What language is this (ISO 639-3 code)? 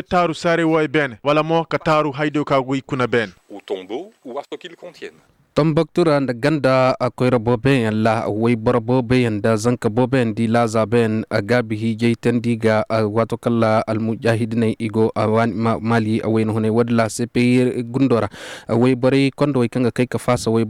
ses